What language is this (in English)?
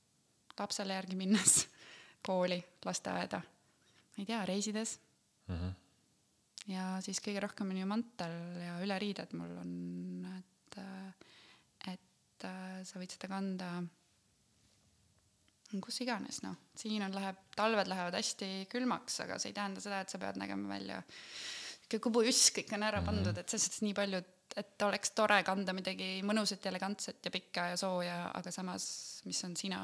Estonian